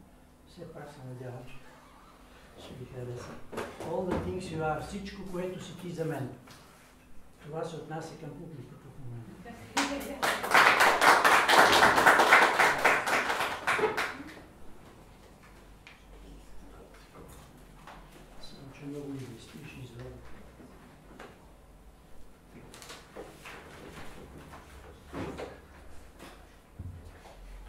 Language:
Bulgarian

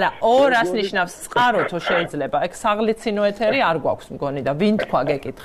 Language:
Georgian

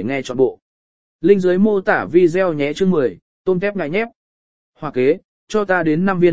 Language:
Vietnamese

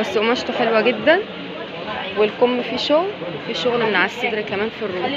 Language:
Egyptian Arabic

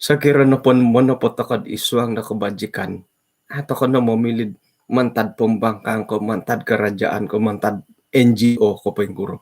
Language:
Central Dusun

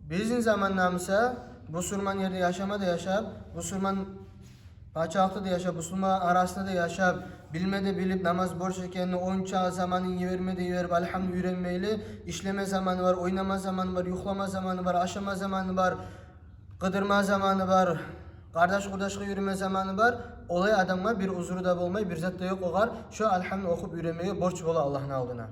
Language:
Kumyk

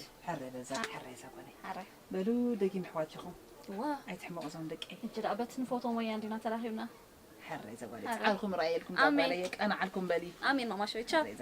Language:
Tigrinya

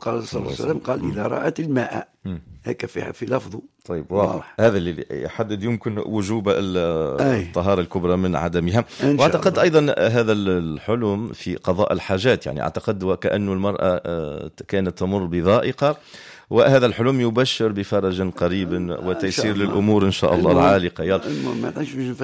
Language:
Tunisian Arabic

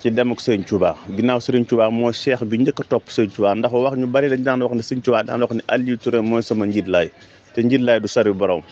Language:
Wolof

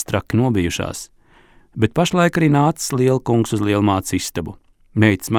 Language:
Latvian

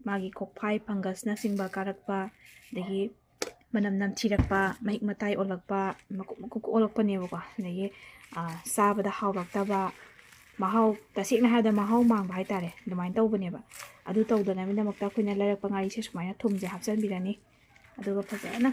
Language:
Manipuri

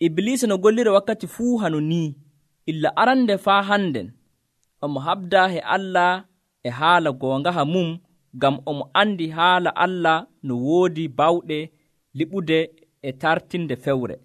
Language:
Nigerian Fulfulde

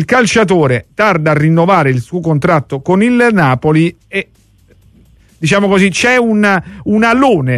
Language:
Italian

